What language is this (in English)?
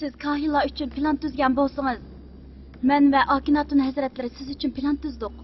Uyghur